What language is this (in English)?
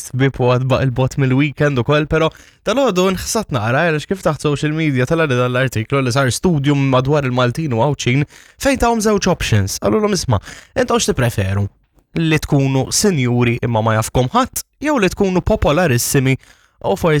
Maltese